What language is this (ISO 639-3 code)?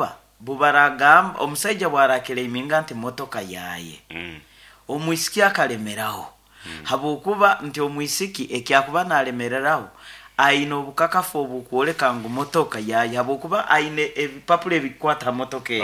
nyn